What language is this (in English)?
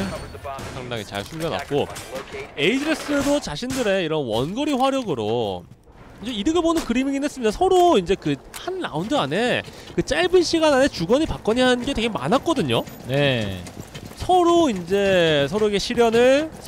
Korean